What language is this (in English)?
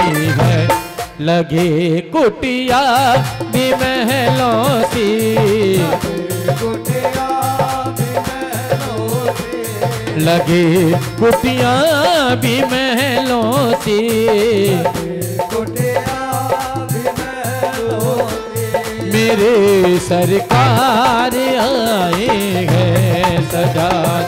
Hindi